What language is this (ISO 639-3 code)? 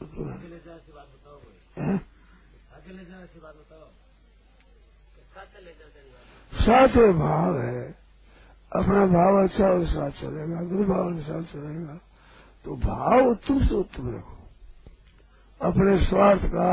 hin